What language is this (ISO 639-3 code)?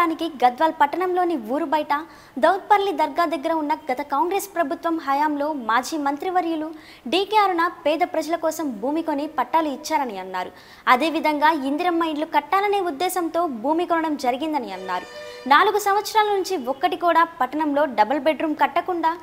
tel